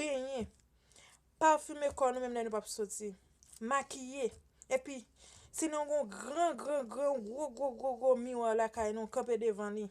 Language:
Haitian Creole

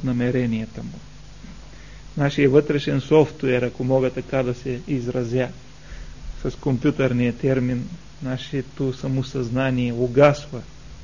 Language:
Bulgarian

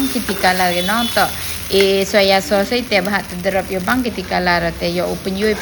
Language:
Pnar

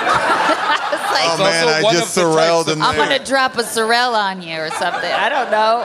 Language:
English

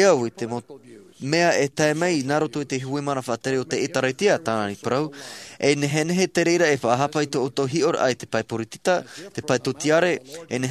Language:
Tahitian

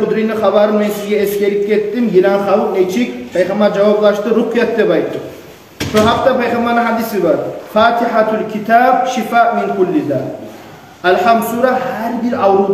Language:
Kumyk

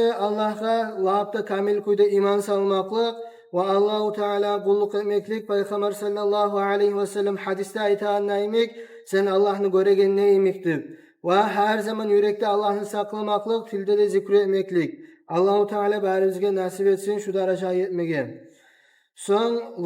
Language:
Kumyk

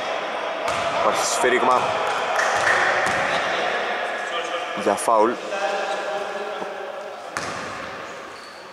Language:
Greek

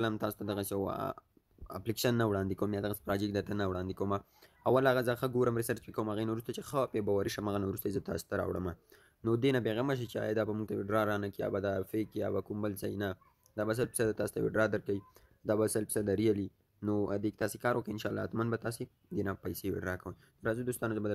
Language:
Pashto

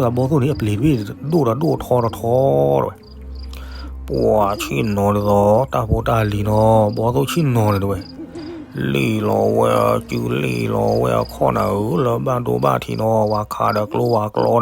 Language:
S'gaw Karen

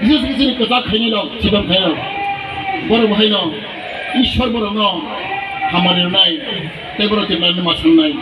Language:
Kok Borok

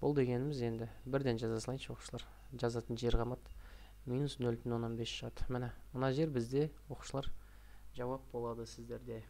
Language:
Kazakh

